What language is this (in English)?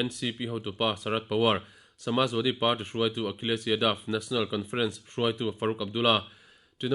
Mizo